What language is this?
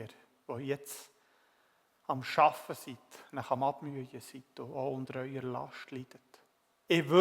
Swiss German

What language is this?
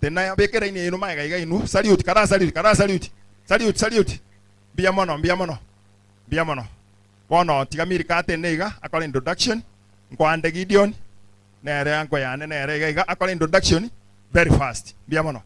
Gusii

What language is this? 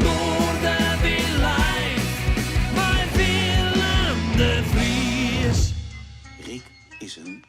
Western Frisian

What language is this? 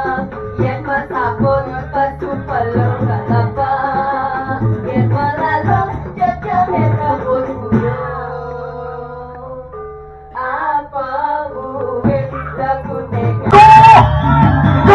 Balinese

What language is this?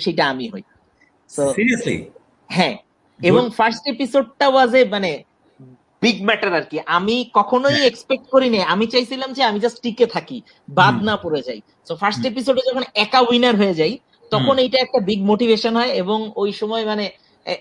Bangla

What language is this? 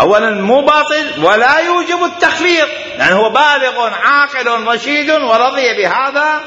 Mesopotamian Arabic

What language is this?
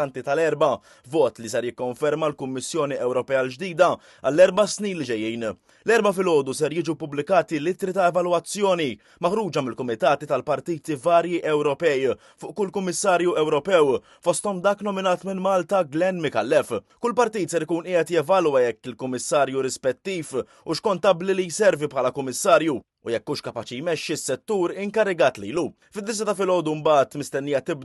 Maltese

